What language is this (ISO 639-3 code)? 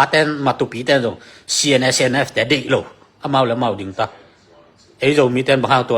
ctd